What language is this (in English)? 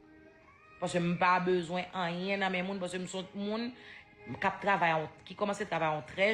Haitian Creole